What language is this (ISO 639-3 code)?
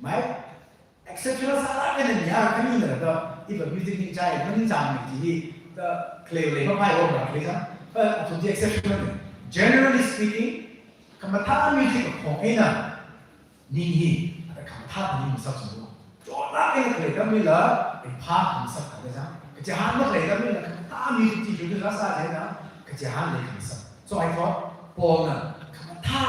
nmf